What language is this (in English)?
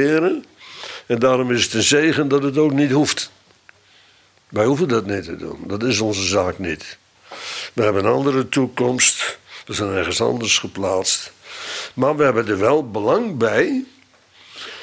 Dutch